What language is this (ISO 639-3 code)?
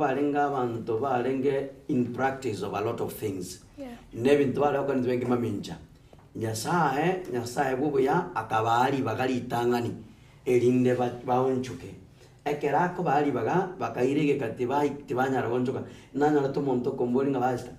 guz